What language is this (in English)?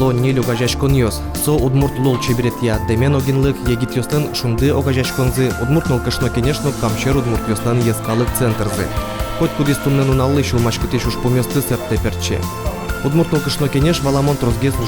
Udmurt